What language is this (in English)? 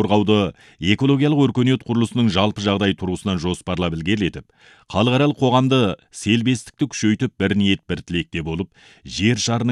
Kazakh